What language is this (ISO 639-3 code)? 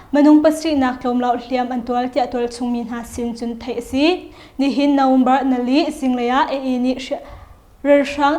cnh